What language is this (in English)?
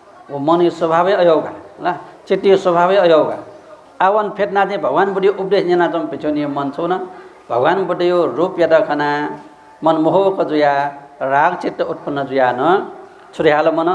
Newari